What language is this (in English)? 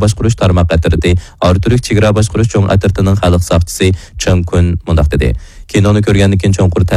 Uyghur